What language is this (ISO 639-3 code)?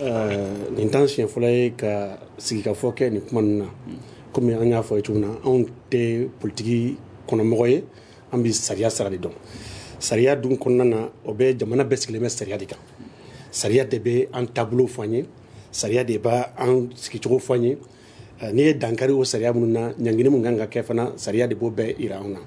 bam